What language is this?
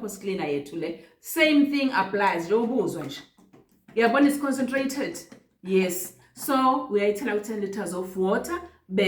Zulu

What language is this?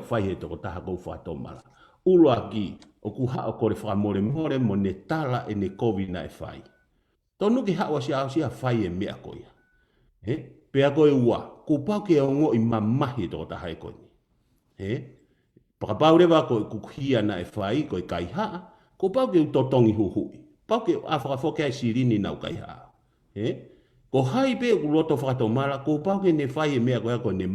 Tongan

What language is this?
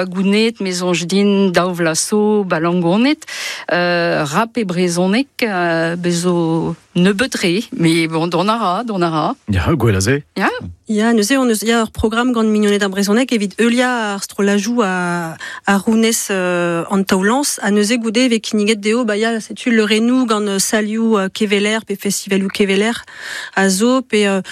Breton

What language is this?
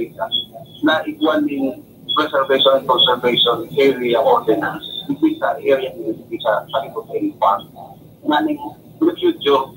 Bikol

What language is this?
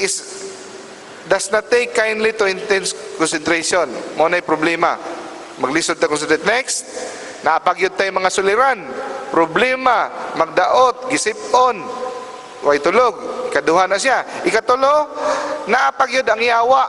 Cebuano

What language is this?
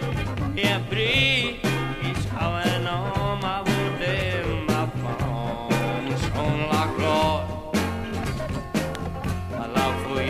Cajun French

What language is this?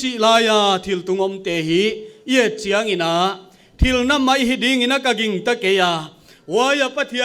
Paite Chin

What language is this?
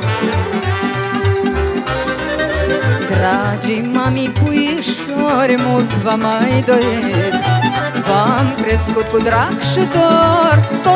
Romanian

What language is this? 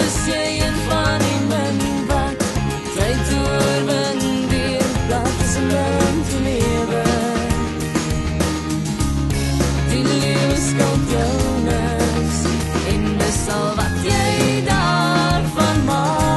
Afrikaans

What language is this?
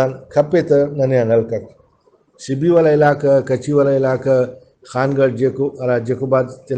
Brahui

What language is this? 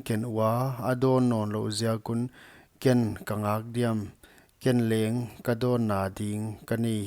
Paite Chin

